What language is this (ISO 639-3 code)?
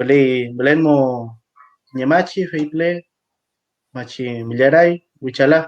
arn